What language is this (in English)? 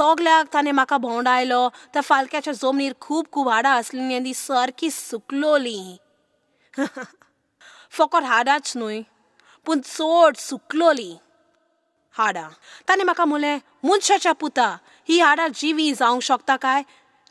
Konkani